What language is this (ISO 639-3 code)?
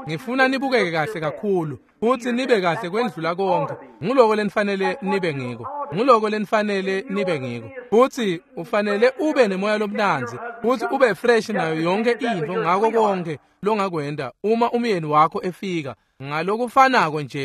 ssw